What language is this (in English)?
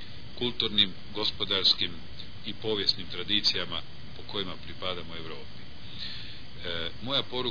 Croatian